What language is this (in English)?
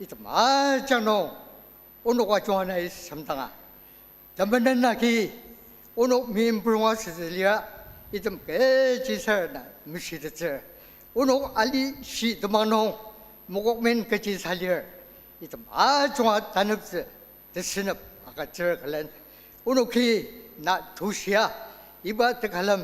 Ao Naga